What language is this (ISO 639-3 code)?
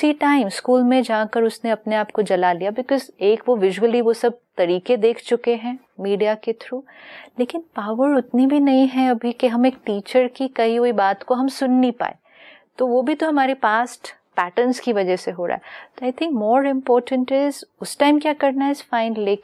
hin